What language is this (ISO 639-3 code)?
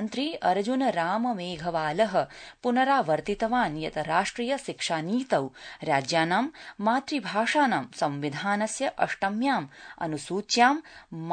san